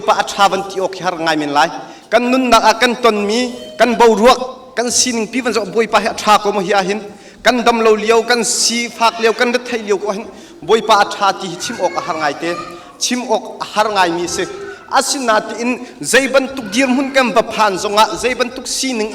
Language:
Hakha Chin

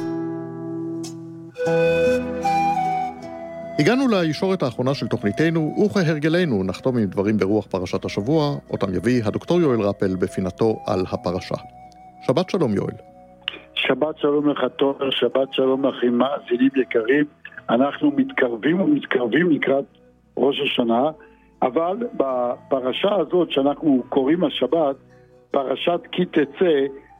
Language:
Hebrew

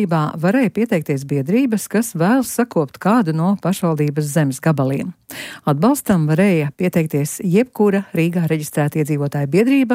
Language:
Latvian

